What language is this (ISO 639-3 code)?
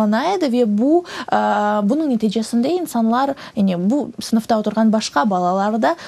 crh